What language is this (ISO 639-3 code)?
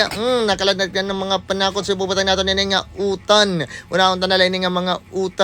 war